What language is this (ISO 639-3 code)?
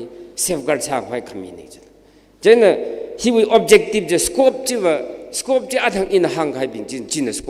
nmf